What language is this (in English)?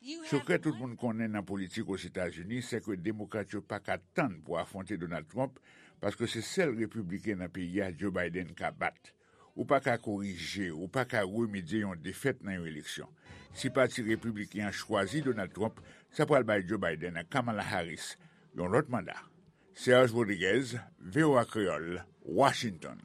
Haitian Creole